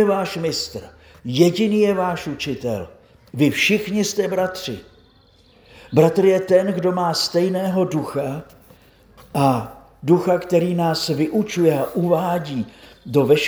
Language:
Czech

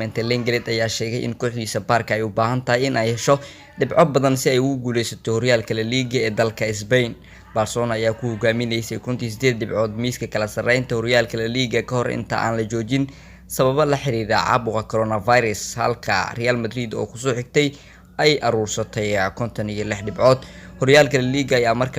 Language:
Somali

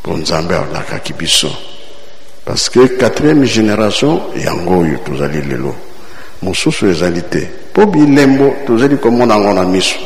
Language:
Lingala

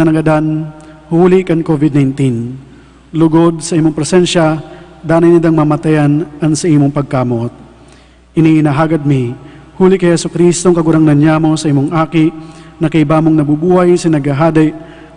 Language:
Bikol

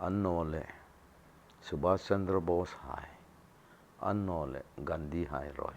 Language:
Hmar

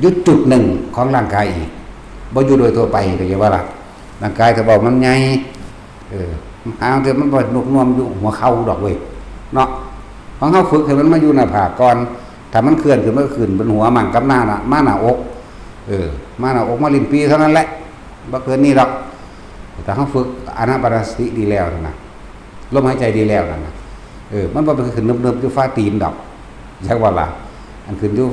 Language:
Northeastern Thai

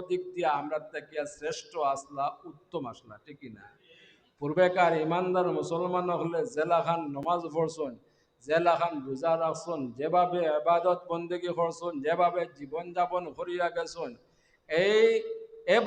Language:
Sylheti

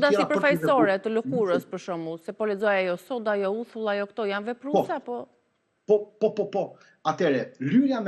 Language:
Albanian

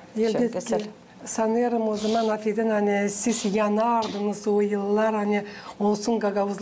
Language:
Gagauz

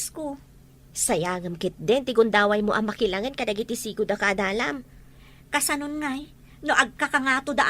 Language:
Iloko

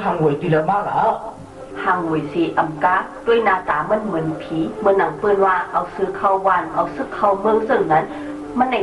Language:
Shan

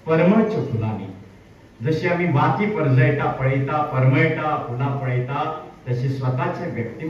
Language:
Konkani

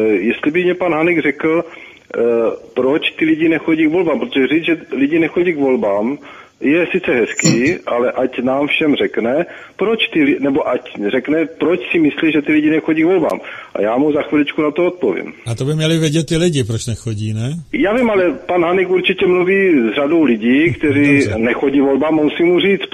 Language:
Czech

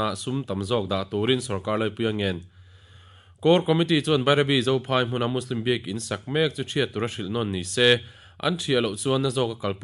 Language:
Mizo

